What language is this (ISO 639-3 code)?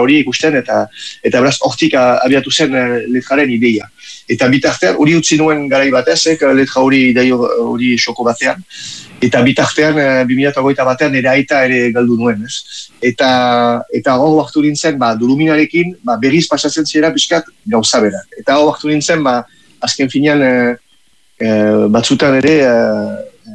eus